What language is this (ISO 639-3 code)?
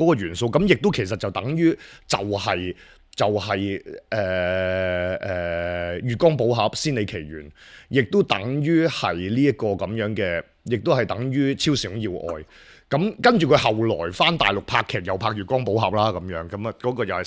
yue